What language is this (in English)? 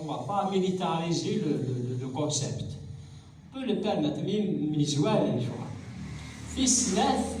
Kabyle